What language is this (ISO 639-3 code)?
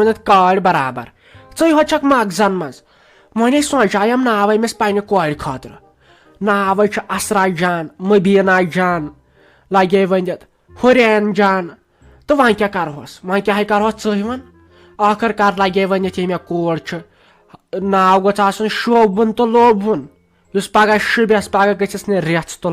kas